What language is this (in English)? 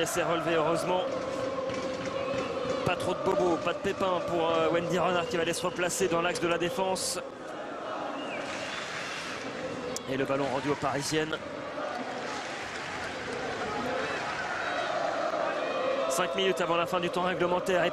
French